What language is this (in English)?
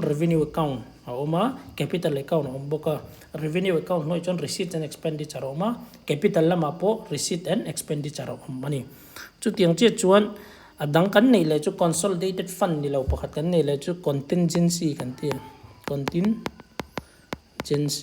Mizo